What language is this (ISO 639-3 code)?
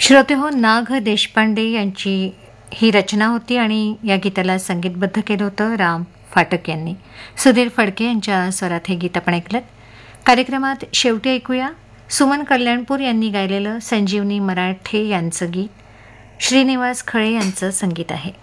mar